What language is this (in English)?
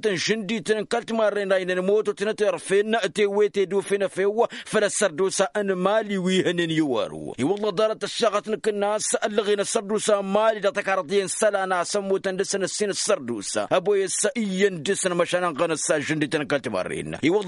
Tamasheq